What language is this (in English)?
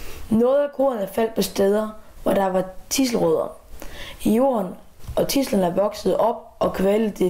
Danish